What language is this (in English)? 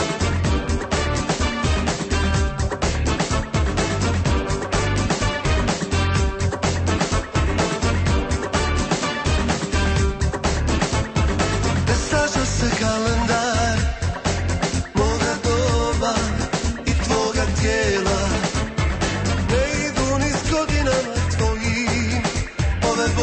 Croatian